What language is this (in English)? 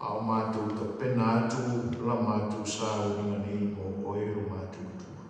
Samoan